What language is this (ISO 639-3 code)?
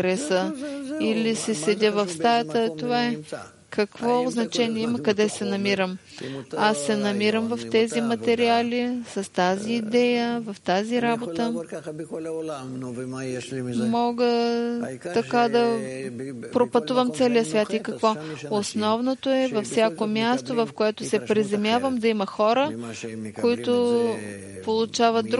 bul